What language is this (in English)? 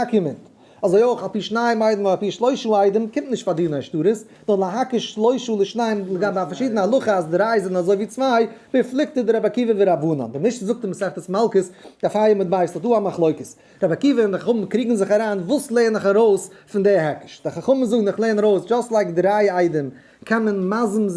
Yiddish